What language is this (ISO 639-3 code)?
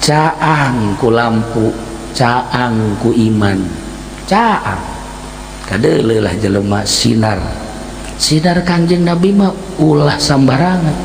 sun